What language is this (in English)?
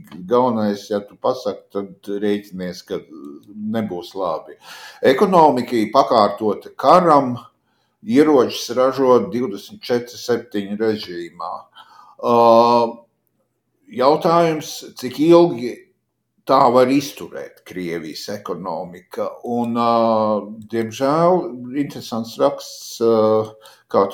Latvian